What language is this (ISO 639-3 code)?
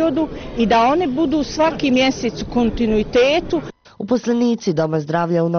bos